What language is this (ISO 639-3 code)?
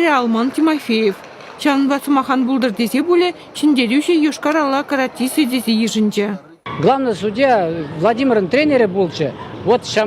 chv